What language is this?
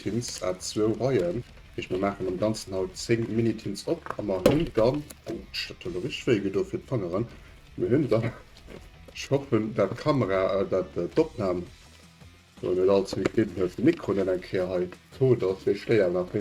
Luxembourgish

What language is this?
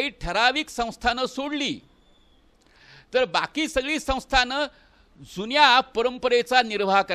Marathi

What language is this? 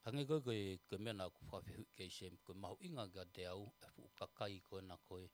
Tongan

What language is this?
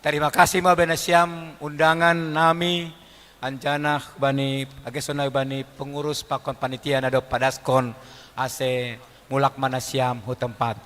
Batak Simalungun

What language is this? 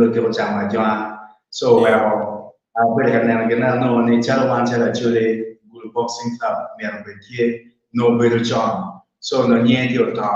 Acoli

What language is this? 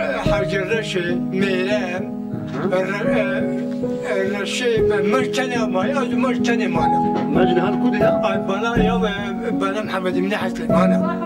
Kurdish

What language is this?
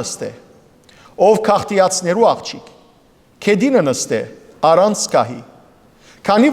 Western Armenian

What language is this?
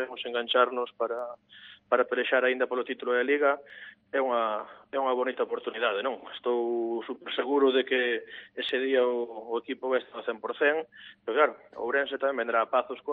Galician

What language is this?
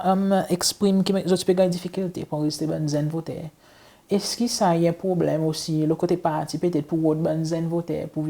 Seselwa Creole French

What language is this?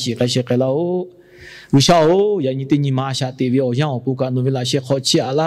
Lahu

